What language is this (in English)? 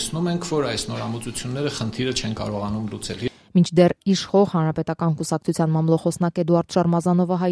Armenian